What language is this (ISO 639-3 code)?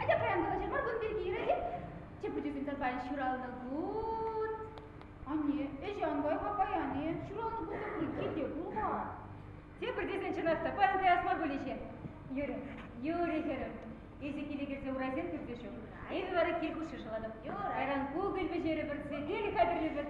chv